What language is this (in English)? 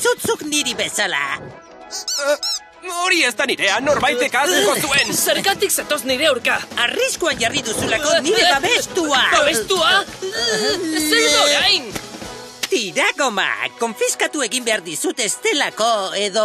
Basque